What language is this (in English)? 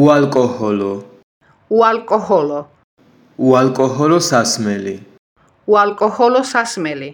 Georgian